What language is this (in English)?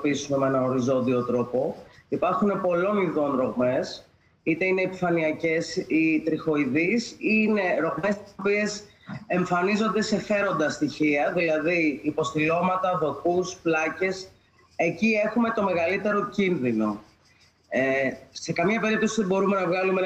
Greek